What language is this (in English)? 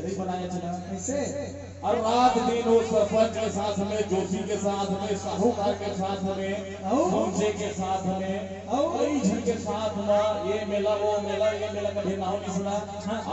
Chhattisgarhi